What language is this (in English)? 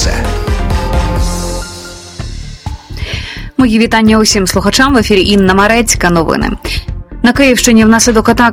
Ukrainian